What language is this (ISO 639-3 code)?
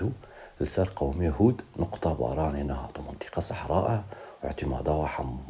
kur